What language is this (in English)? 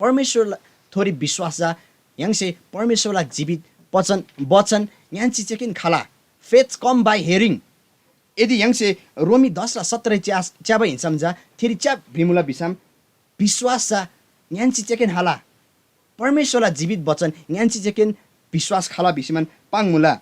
Eastern Tamang